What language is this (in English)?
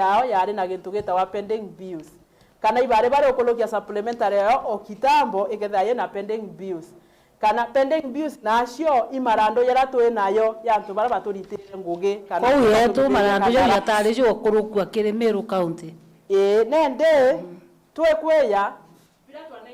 Meru